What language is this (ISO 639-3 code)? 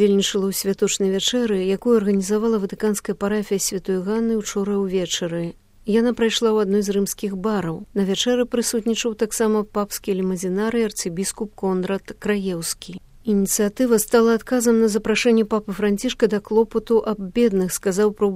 bel